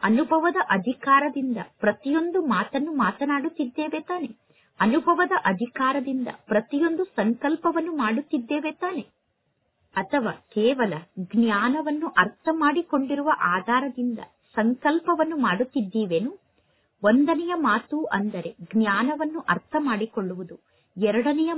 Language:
Kannada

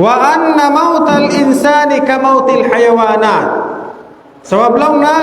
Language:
Tausug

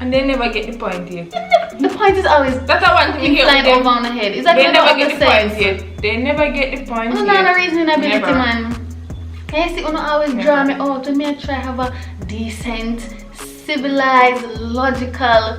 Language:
Jamaican Creole English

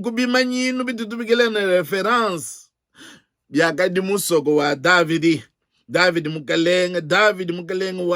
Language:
Luba-Lulua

